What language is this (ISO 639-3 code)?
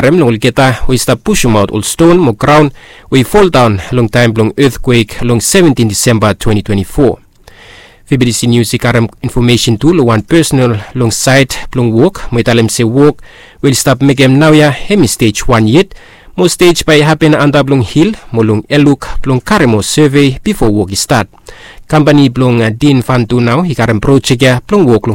bis